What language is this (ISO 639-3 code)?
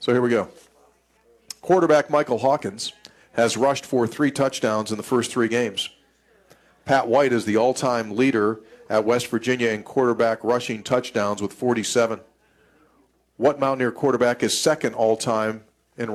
eng